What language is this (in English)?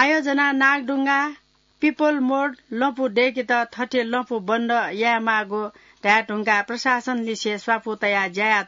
Newari